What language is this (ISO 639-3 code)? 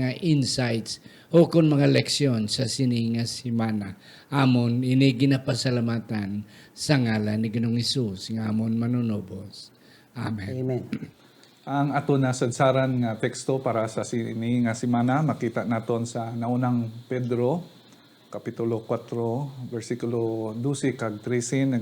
hil